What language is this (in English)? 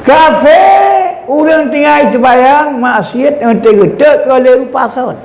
Achinese